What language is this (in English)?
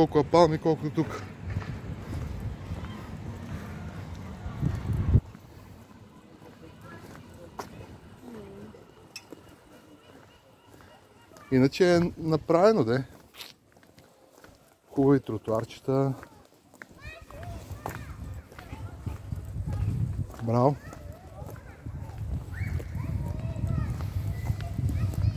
Bulgarian